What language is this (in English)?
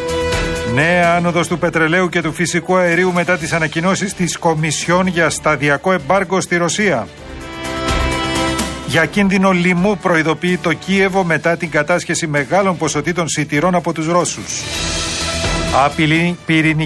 Greek